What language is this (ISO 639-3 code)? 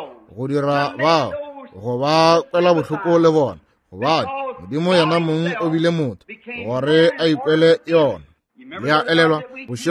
nso